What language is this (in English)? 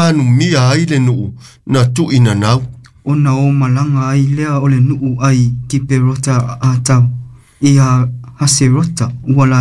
Samoan